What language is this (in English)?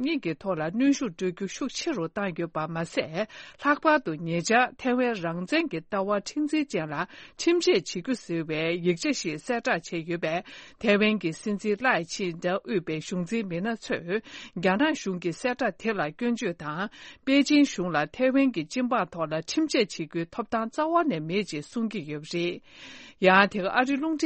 Tibetan